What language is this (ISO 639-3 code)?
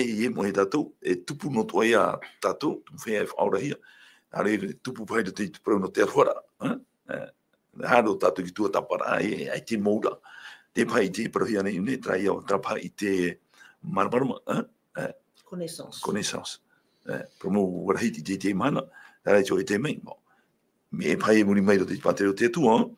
tah